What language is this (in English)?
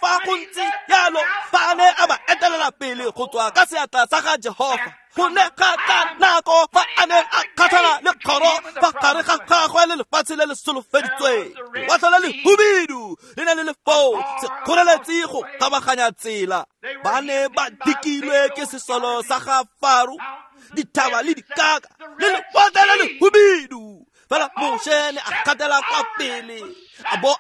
Tswana